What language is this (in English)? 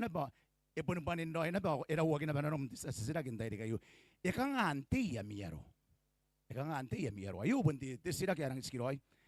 Gilbertese